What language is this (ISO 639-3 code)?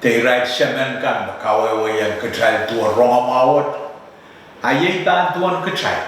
pon